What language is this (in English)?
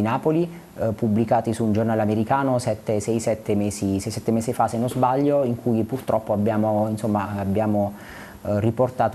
Italian